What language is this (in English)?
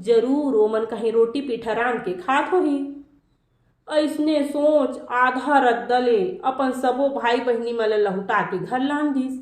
Chhattisgarhi